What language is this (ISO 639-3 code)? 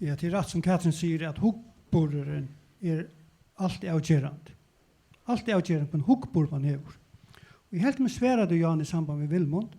fao